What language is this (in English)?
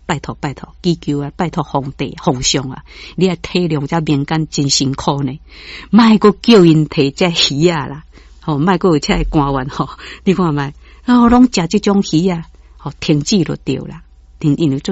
Min Nan Chinese